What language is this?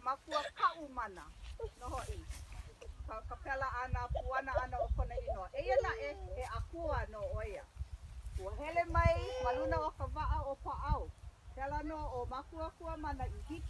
Hawaiian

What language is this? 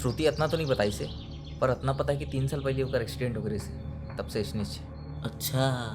Chhattisgarhi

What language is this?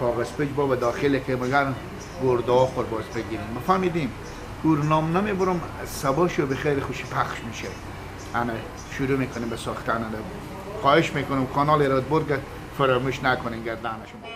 Persian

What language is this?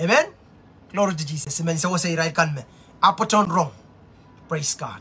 Pohnpeian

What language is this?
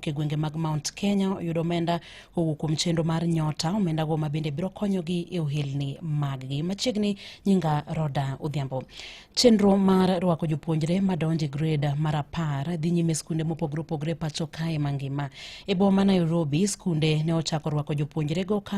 Luo (Kenya and Tanzania)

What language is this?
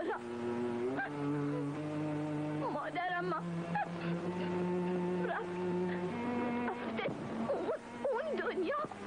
Persian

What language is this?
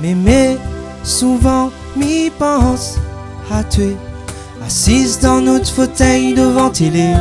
Réunion Creole French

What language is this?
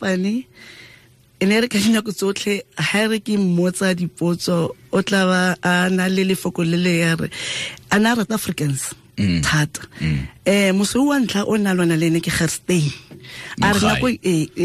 Tswana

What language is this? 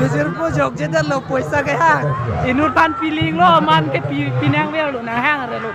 Karbi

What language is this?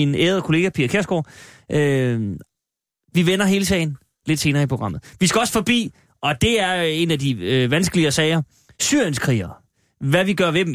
Danish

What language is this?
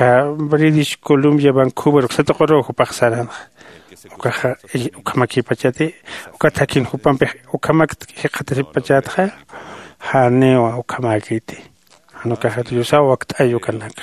Aymara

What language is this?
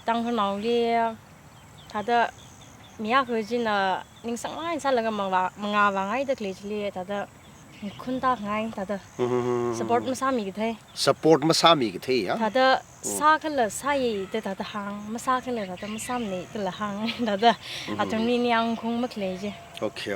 Tangkhul Naga (India)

